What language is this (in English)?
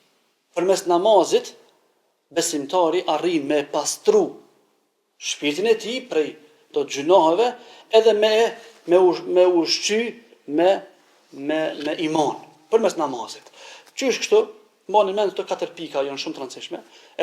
Albanian